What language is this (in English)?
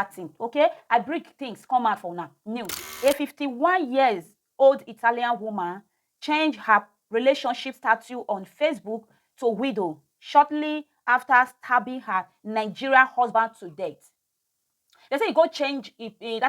Nigerian Pidgin